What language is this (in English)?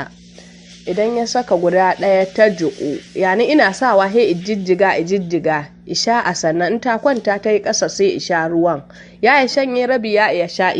Hausa